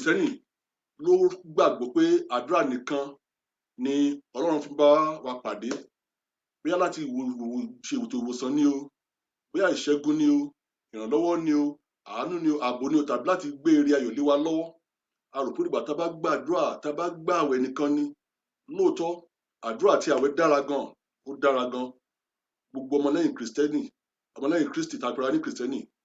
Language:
Yoruba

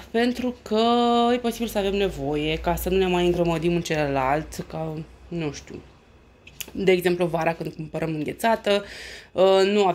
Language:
Romanian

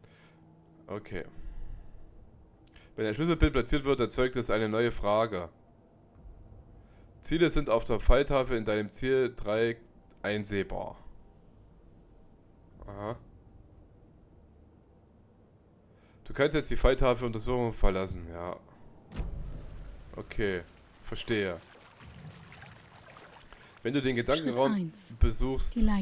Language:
German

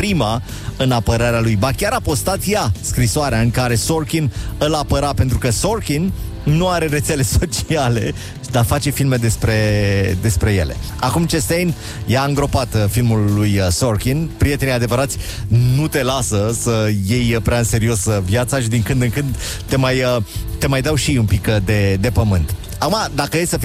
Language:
Romanian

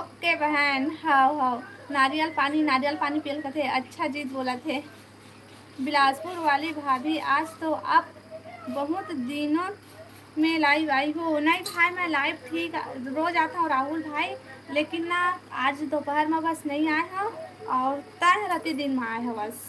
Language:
Chhattisgarhi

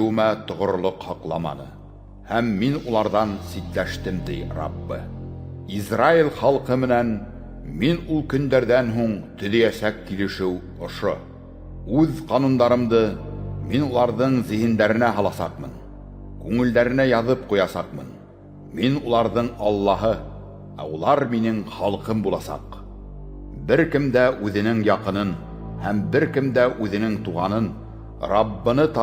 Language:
Bashkir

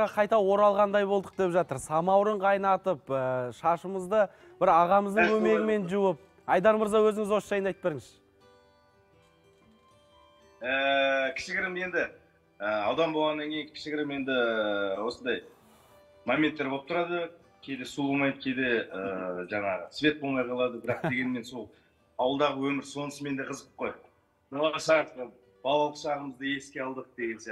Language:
Kazakh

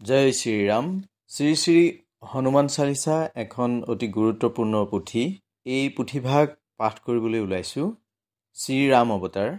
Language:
Assamese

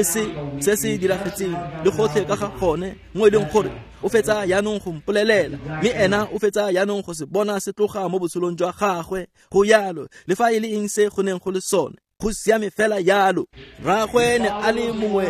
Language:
Tswana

